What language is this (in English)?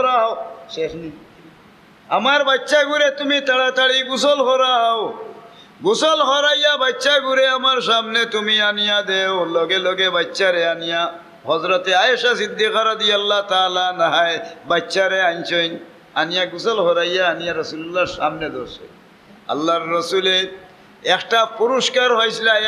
Sylheti